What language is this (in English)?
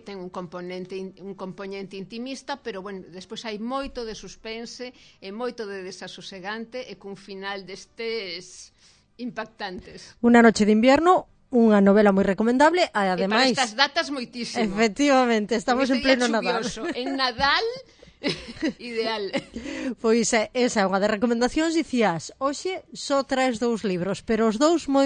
Galician